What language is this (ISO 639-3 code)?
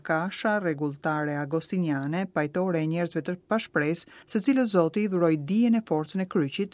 sqi